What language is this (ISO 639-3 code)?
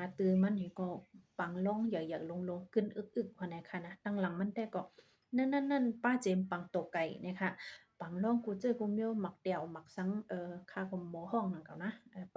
shn